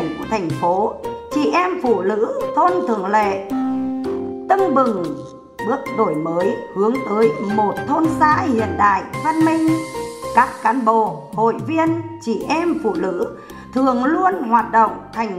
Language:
Vietnamese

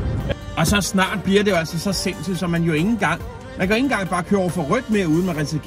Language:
Danish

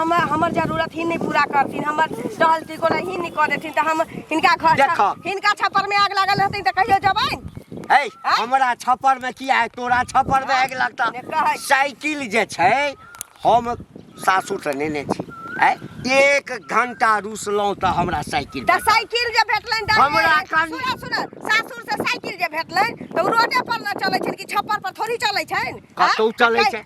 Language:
Maithili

